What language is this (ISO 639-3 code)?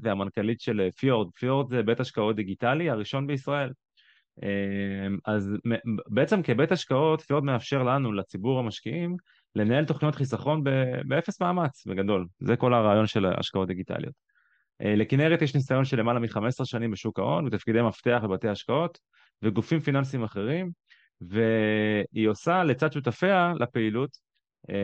heb